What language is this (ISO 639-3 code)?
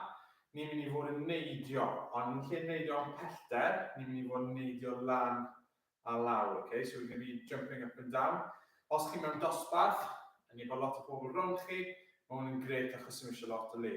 cym